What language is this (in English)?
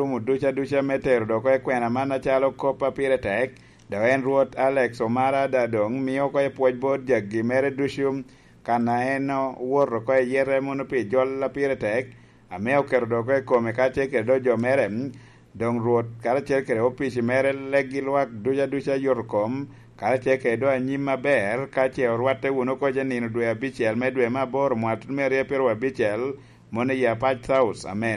Lango (Uganda)